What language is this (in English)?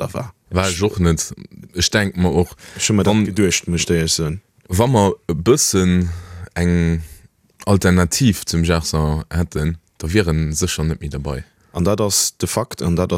Luxembourgish